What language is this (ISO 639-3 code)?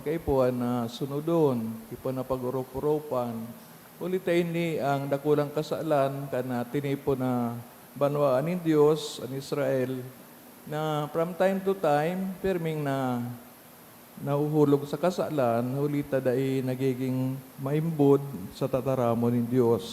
bik